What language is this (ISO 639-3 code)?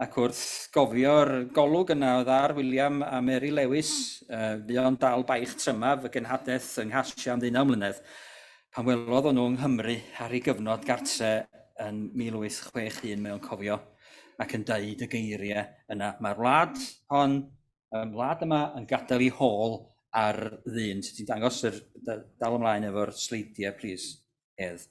cym